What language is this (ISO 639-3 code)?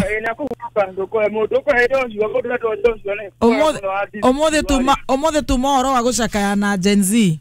kik